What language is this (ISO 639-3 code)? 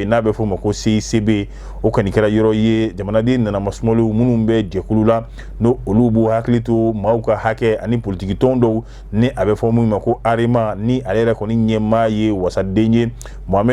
bam